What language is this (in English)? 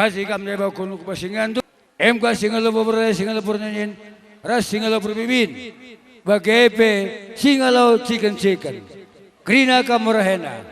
Batak Karo